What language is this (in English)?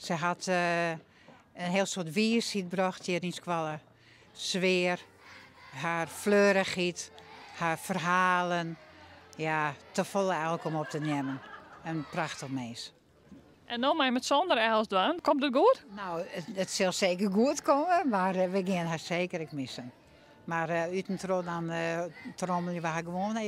Western Frisian